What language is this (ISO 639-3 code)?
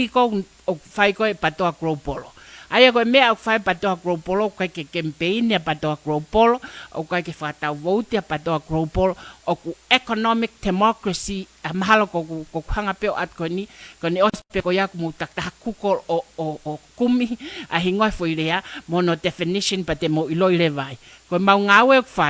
ton